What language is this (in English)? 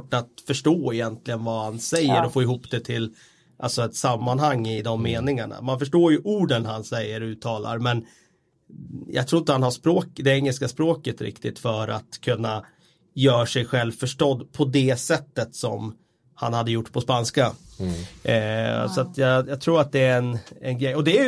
Swedish